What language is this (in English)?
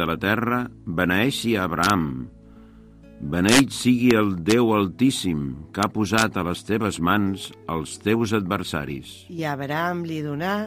Catalan